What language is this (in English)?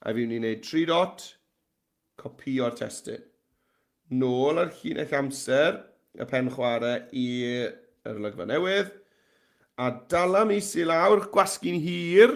Welsh